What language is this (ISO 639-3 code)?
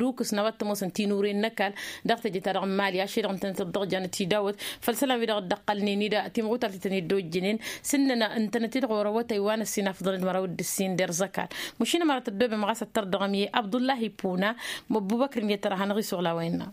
taq